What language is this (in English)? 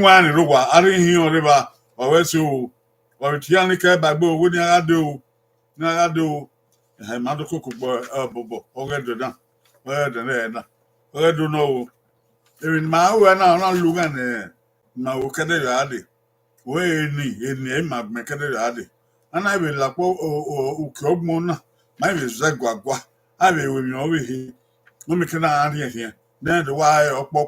Bini